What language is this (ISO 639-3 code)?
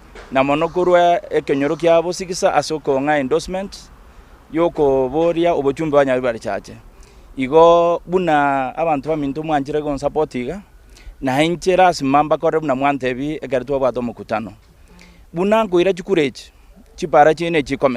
guz